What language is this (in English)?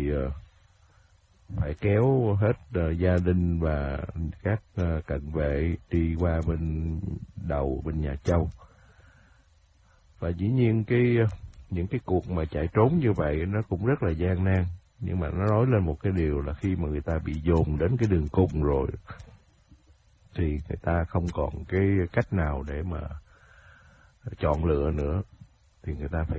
Vietnamese